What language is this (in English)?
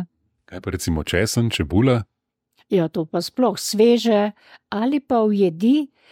Slovenian